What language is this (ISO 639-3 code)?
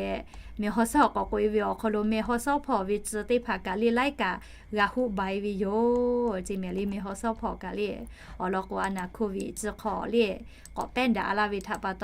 lhu